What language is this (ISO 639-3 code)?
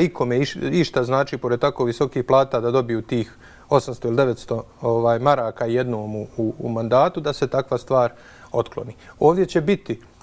bos